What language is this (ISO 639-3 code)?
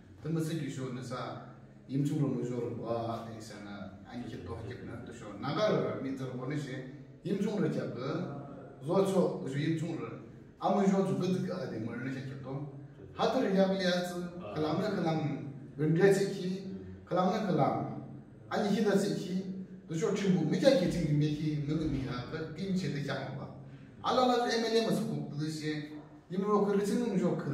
nag